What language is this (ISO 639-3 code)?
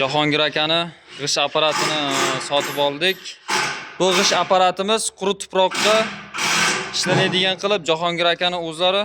uzb